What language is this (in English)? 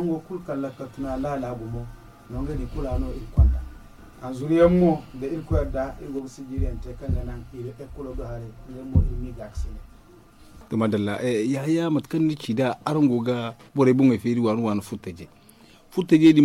Zarma